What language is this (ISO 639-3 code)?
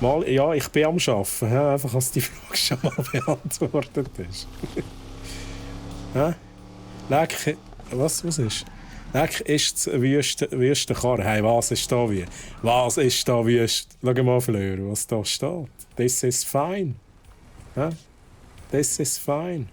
gsw